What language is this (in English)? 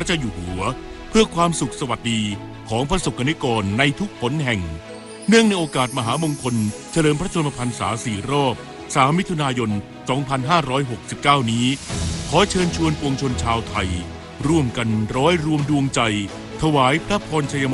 Thai